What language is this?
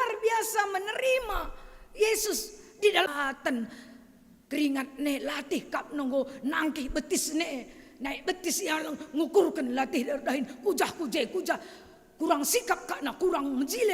Batak Karo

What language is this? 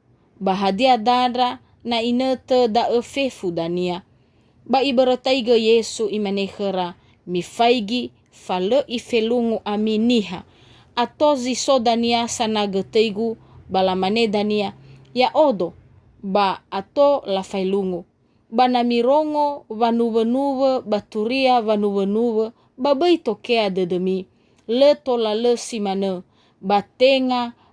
Nias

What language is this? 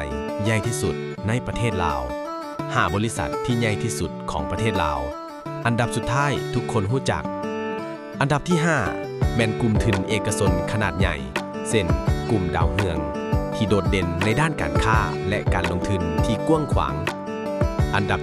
Lao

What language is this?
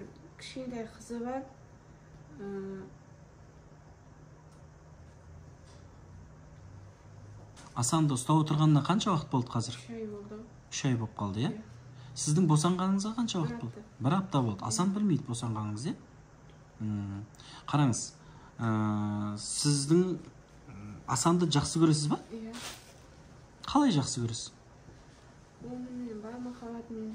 Kazakh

